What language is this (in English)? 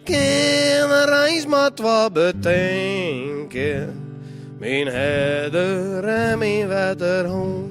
Western Frisian